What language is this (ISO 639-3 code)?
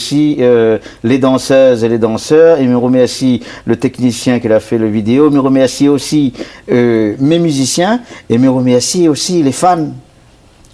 rcf